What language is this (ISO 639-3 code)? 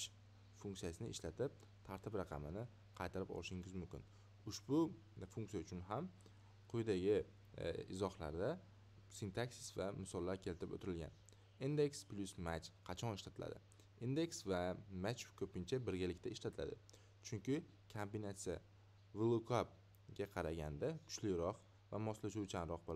uzb